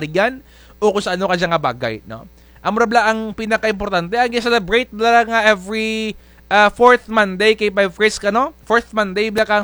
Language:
Kinaray-a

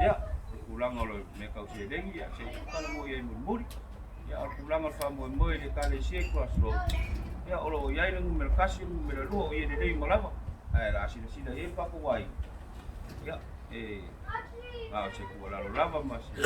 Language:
Samoan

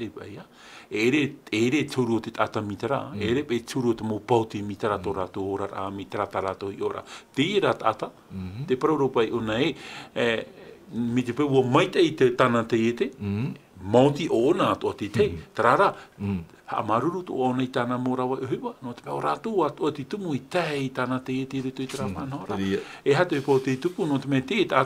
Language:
Tahitian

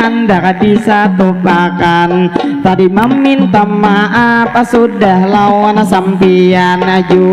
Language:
Banjar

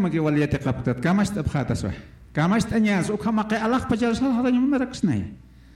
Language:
Aymara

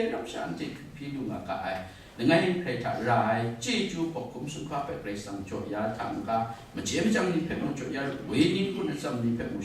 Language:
Kachin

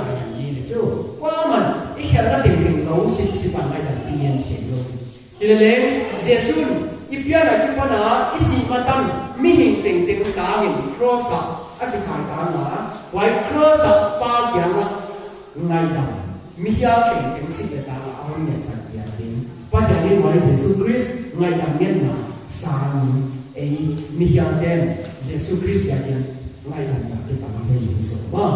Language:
Paite Chin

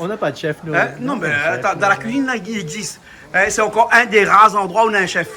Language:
Réunion Creole French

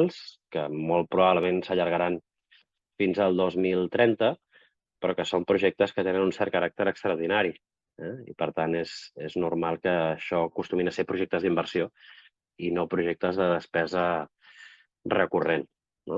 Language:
Catalan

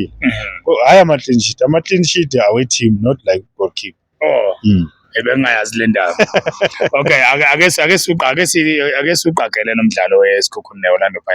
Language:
Zulu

